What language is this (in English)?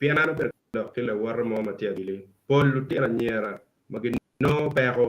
Acoli